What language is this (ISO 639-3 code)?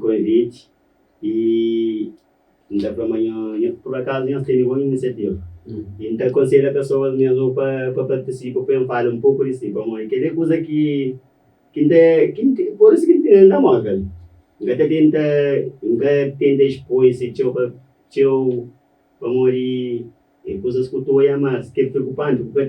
kea